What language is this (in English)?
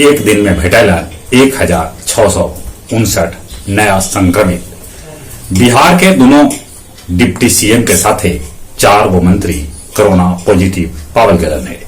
Magahi